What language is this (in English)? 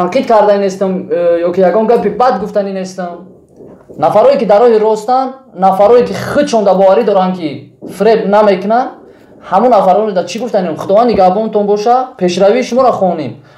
Tajik